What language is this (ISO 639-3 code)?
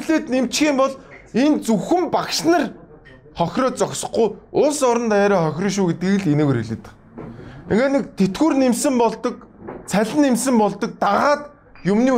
mon